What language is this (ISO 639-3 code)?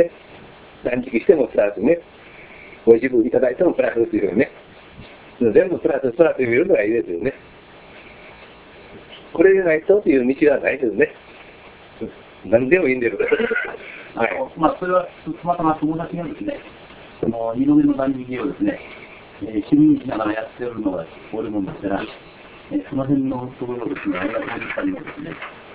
jpn